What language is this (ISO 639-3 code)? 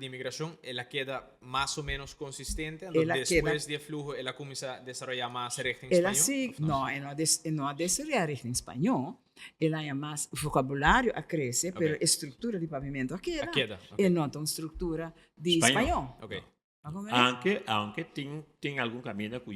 pap